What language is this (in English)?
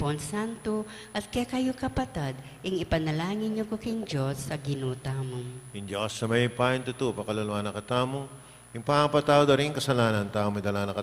Pampanga